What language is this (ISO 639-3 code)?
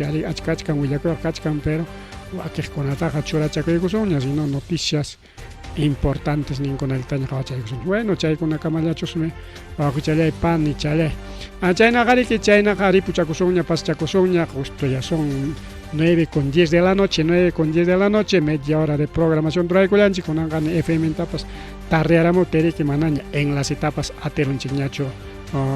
quy